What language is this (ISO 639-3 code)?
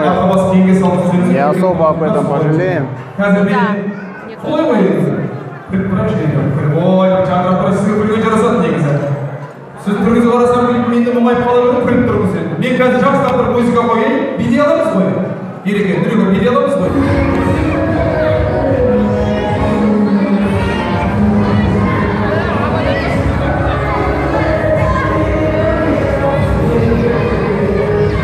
kaz